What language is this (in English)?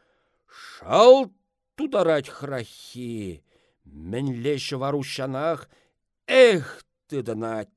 Chuvash